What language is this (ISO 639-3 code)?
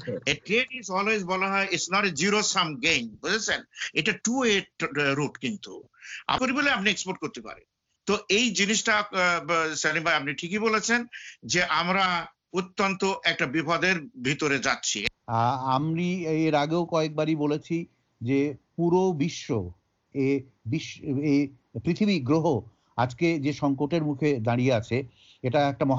ben